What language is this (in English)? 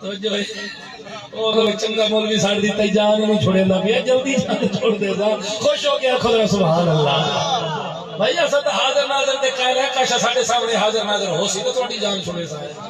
Saraiki